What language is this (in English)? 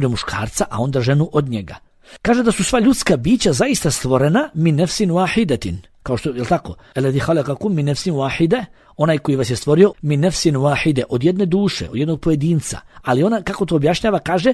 Bosnian